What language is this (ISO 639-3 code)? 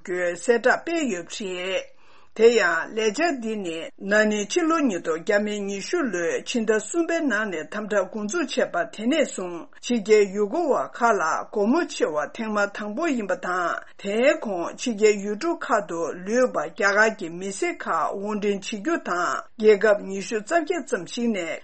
bod